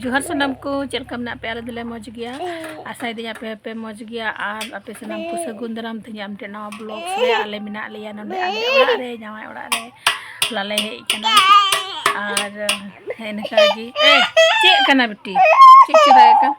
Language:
Santali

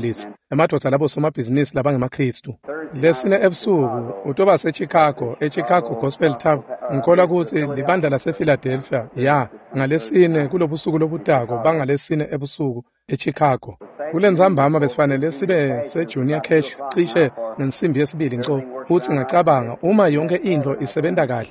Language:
Swati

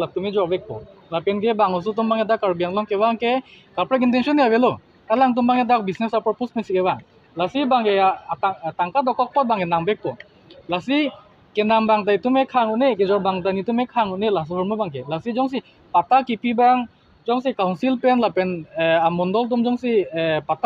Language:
Karbi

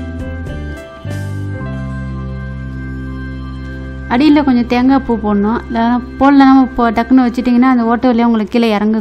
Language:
Tamil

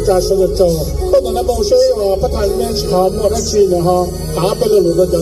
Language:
Hmong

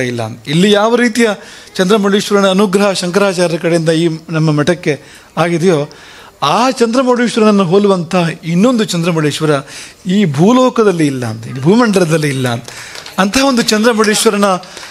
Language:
Kannada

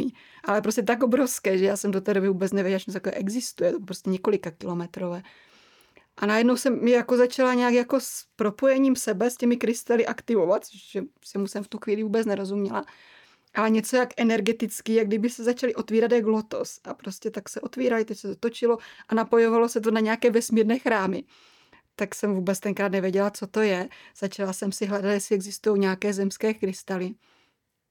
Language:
Czech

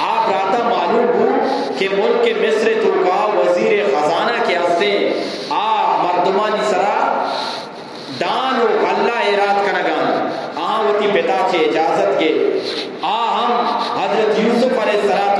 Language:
Eastern Balochi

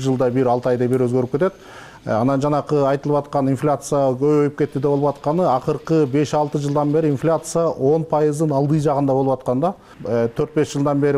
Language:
Kyrgyz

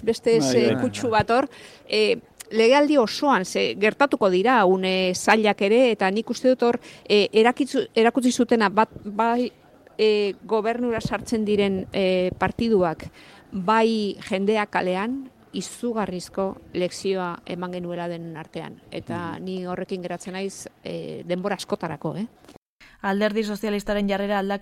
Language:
Basque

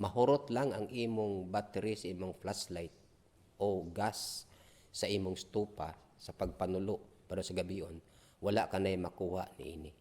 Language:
Cebuano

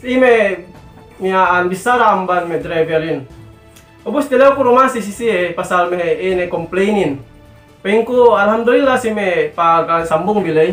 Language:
Yakan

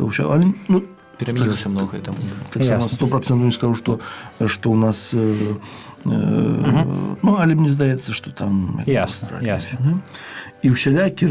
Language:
Belarusian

